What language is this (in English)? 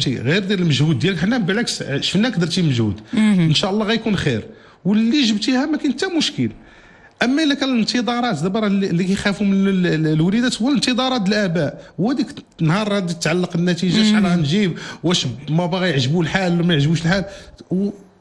Moroccan Arabic